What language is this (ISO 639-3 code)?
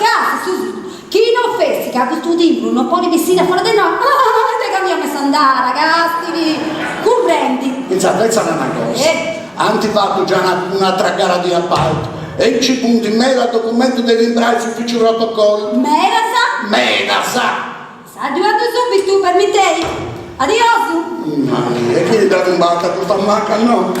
srd